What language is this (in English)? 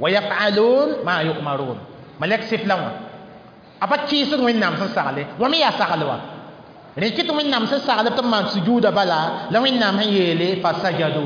Mossi